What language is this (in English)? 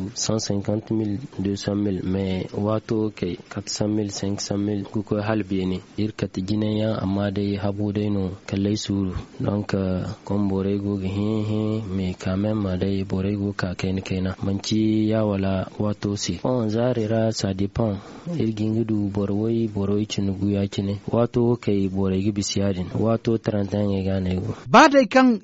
Zarma